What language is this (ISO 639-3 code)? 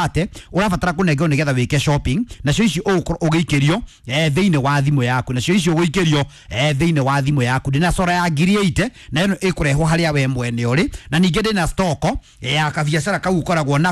kik